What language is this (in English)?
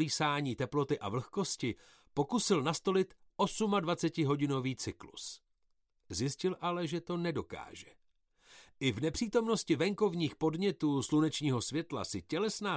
Czech